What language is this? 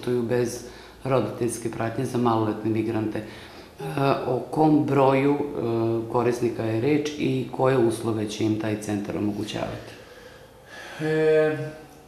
Serbian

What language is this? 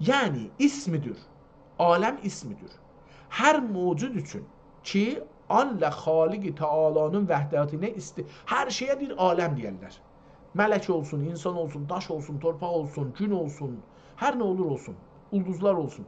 South Azerbaijani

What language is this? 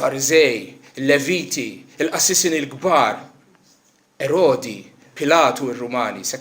Maltese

